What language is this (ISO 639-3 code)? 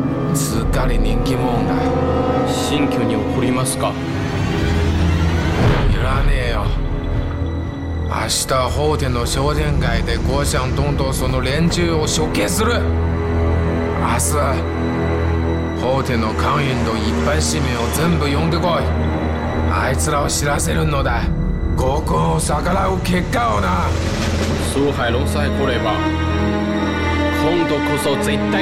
jpn